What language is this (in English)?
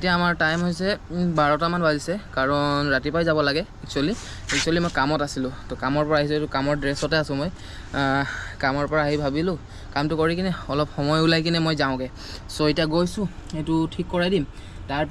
Assamese